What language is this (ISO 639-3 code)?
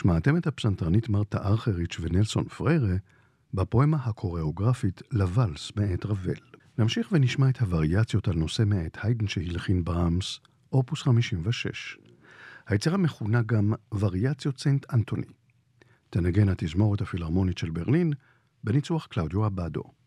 heb